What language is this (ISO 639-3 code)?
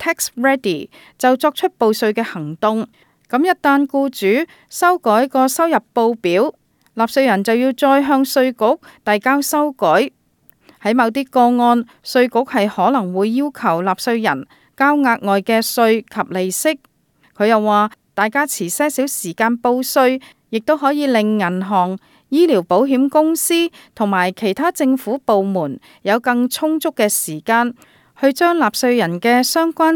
yue